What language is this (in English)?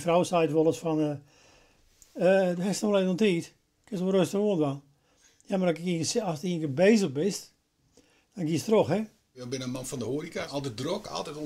Western Frisian